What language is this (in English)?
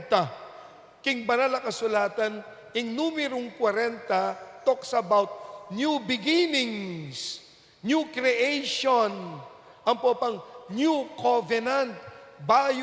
Pampanga